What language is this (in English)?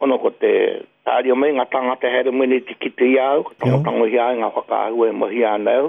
Māori